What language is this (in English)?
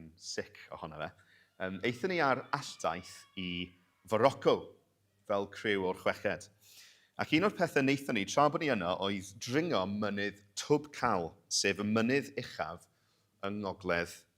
Welsh